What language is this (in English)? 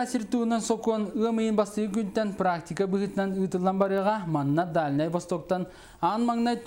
Yakut